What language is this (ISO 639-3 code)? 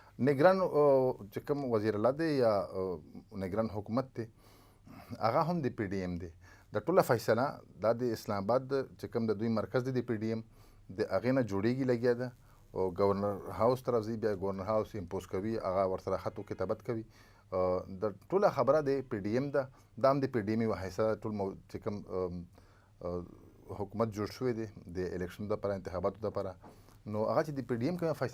pus